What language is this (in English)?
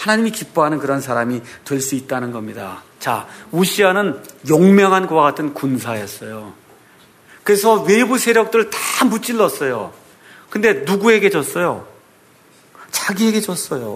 Korean